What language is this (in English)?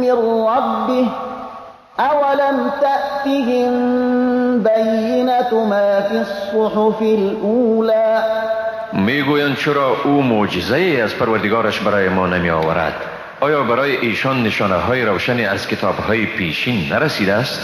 Persian